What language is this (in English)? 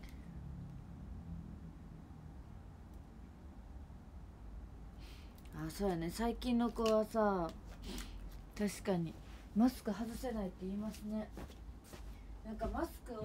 Japanese